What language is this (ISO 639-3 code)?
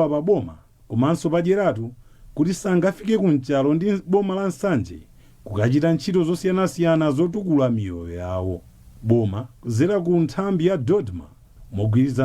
nya